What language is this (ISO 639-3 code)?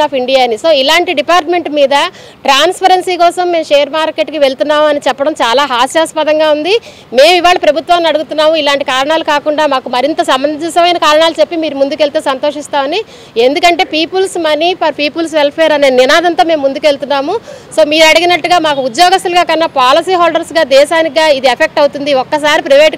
tel